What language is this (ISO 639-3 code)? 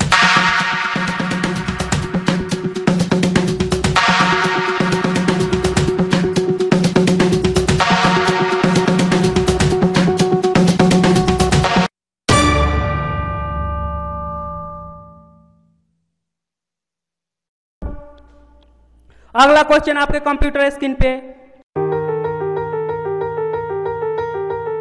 hin